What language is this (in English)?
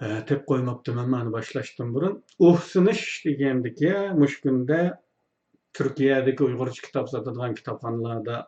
Uyghur